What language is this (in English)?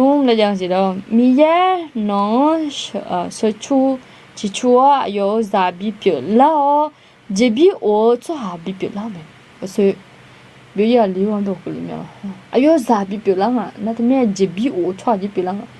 Akha